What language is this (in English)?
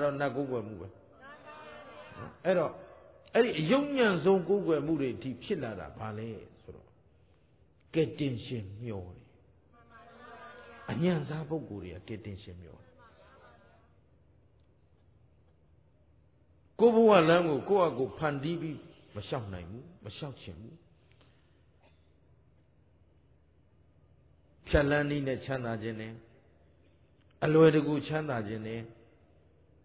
Burmese